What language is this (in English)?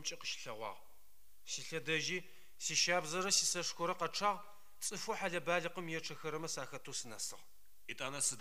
Adyghe